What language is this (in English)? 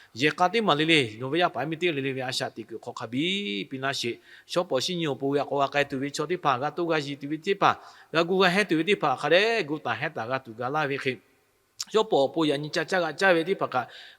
Lahu